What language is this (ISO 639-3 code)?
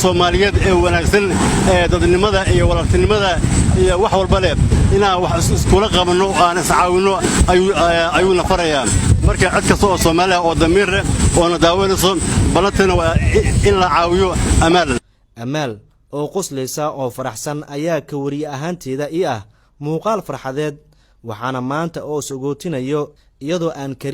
som